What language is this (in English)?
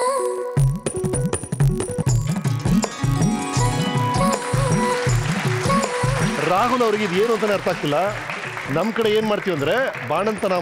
Kannada